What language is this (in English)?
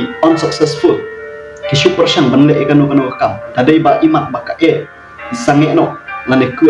Khasi